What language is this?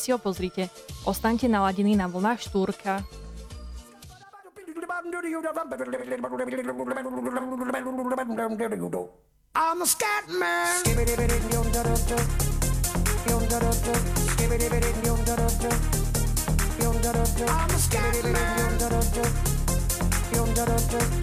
Slovak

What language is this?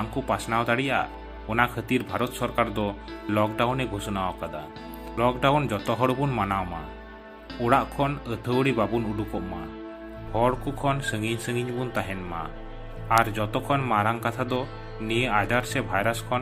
Santali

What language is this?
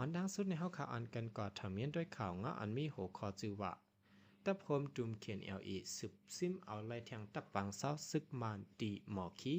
Shan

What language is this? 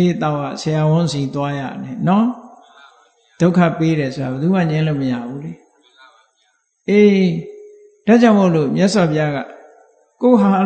Burmese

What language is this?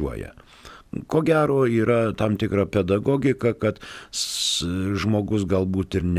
Lithuanian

